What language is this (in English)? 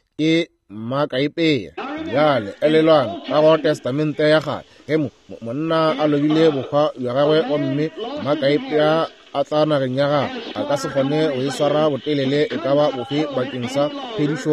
Northern Sotho